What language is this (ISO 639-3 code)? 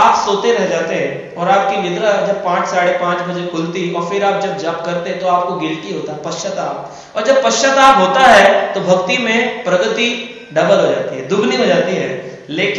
hin